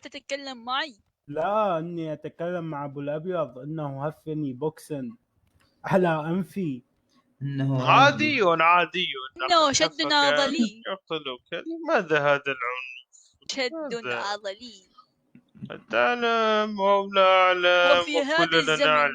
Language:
Mesopotamian Arabic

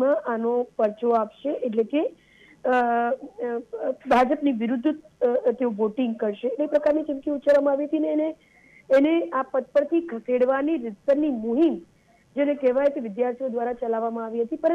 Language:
Gujarati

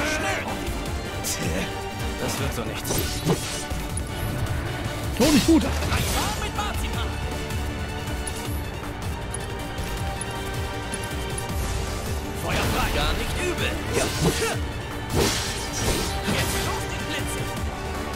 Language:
German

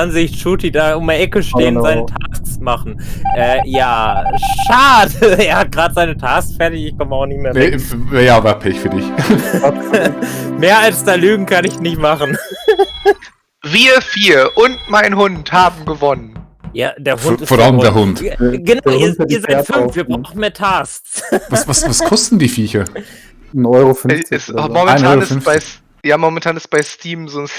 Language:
Swiss German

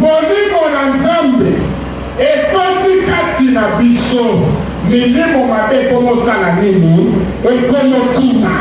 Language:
Lingala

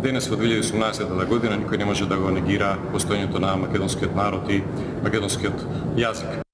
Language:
Macedonian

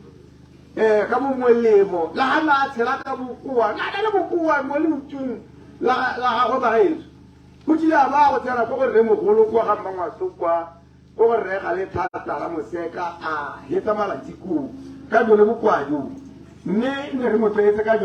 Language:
Tswana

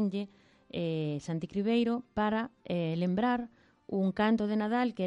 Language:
Galician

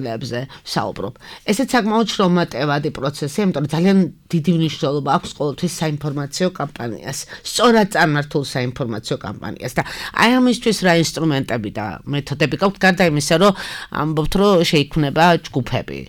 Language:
Georgian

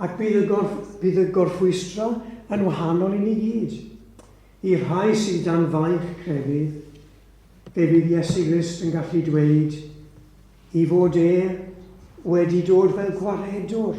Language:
Welsh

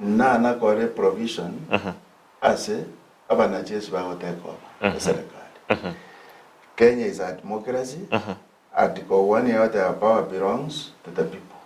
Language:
Gusii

